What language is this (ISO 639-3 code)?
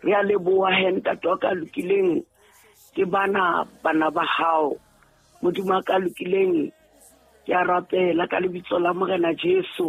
sot